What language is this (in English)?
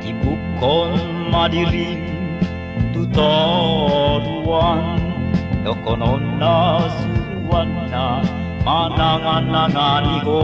Batak Toba